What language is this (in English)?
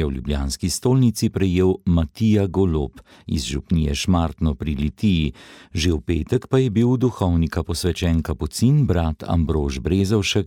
Slovenian